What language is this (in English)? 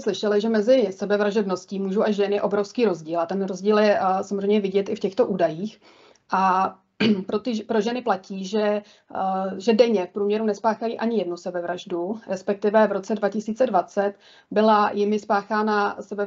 Czech